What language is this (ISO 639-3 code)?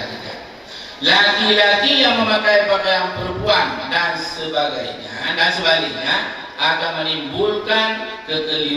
ace